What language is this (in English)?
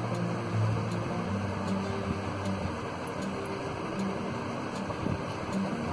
Kannada